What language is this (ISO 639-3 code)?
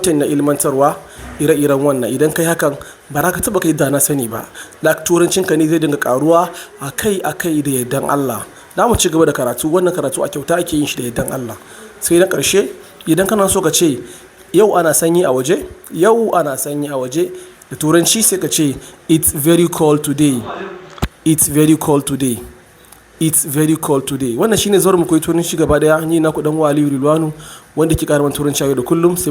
hau